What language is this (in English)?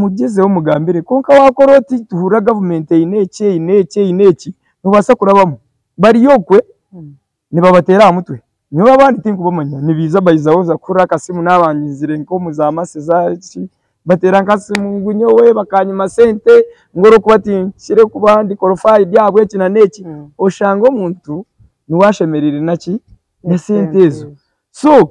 Nyankole